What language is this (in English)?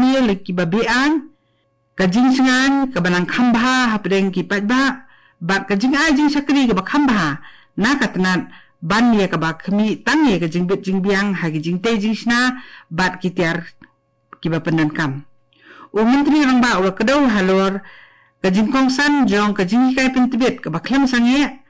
Khasi